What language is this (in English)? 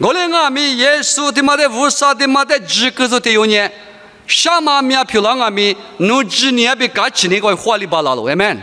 Lisu